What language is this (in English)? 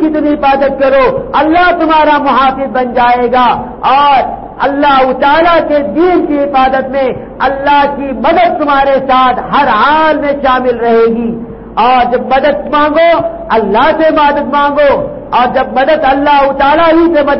Urdu